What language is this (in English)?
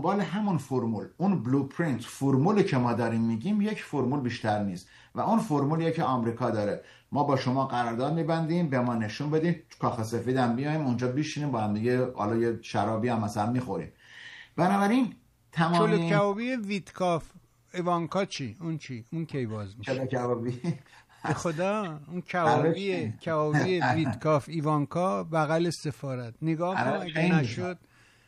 Persian